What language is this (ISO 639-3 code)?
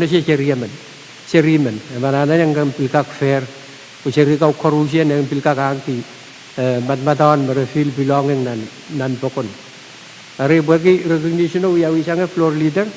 pon